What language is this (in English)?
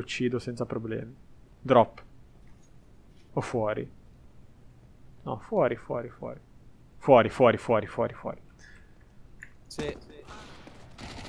Italian